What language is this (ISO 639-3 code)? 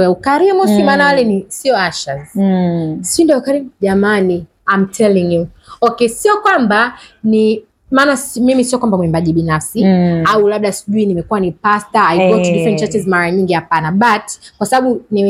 swa